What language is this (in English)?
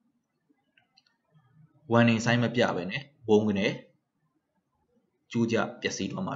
Burmese